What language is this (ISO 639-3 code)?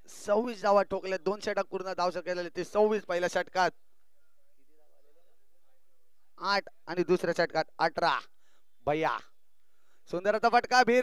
mar